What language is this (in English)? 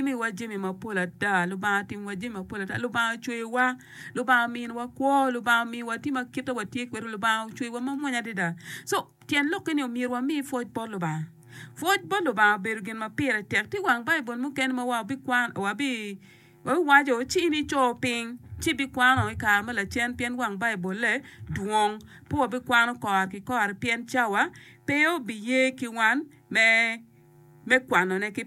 Acoli